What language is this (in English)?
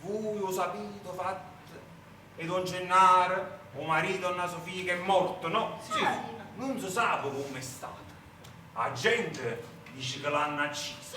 Neapolitan